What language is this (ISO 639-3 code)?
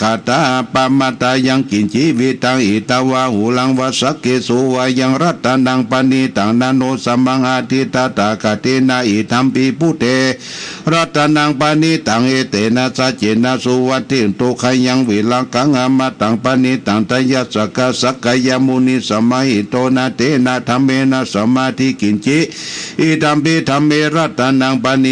pli